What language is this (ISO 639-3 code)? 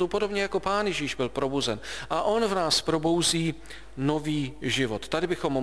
ces